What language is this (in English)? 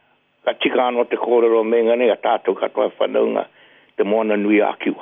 Māori